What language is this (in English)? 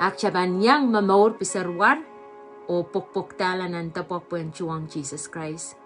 Pohnpeian